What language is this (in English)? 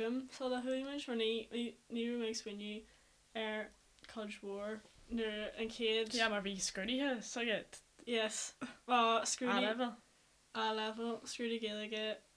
Irish